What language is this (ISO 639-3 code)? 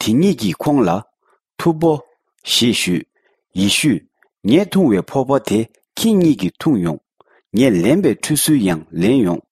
bod